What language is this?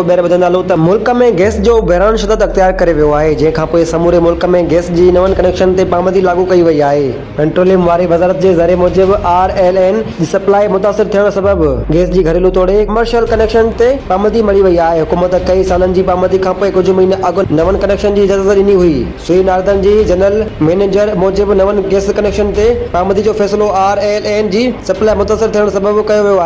Sindhi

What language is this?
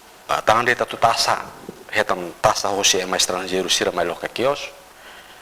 Tetum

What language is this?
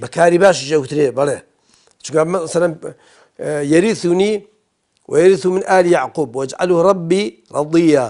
Central Kurdish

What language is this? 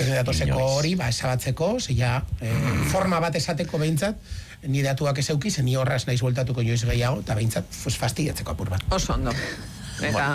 Basque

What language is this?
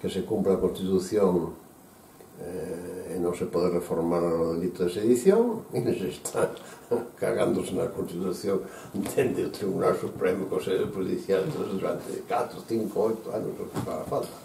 Galician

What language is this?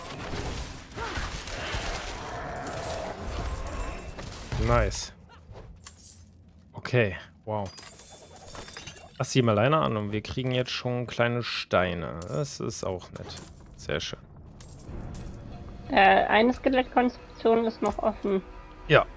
German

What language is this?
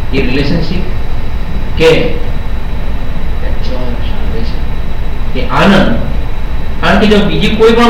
Gujarati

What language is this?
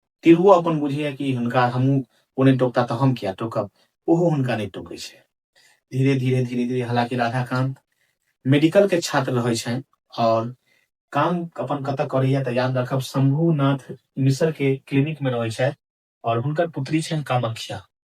Maithili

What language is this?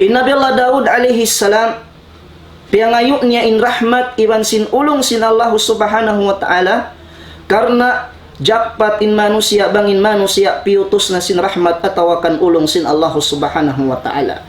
Tausug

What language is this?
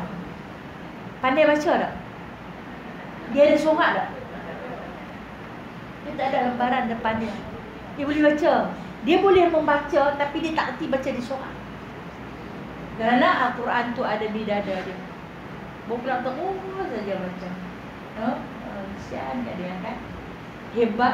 Malay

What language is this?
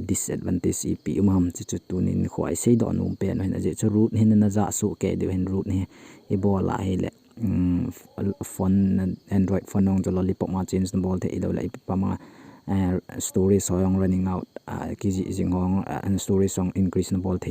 Thado Chin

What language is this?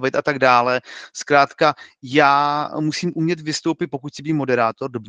Czech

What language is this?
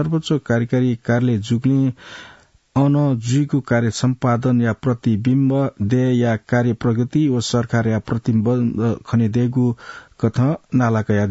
Newari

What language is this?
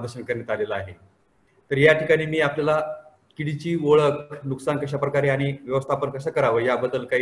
Marathi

